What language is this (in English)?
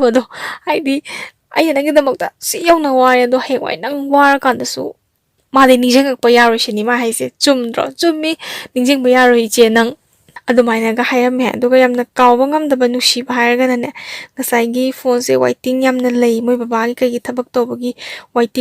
Manipuri